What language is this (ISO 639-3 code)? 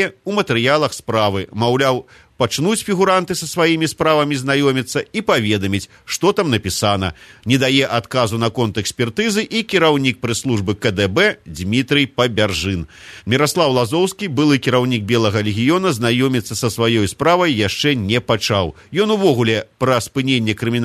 bel